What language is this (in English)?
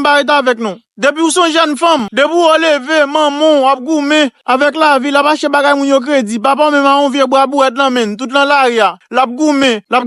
Haitian Creole